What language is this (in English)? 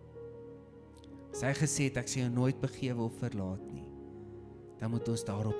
Afrikaans